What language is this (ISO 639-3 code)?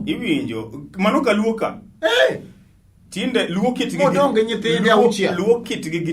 luo